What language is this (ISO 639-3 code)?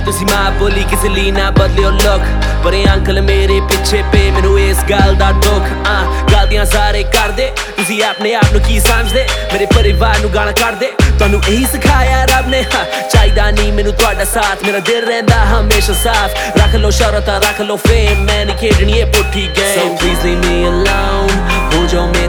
pan